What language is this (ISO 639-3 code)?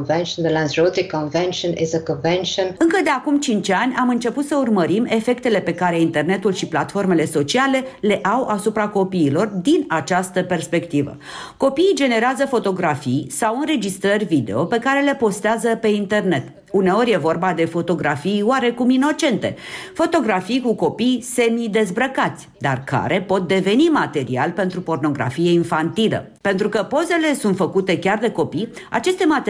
ron